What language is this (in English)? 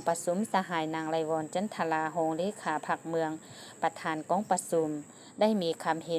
Lao